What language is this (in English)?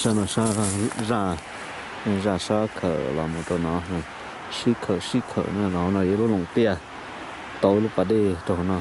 Hmong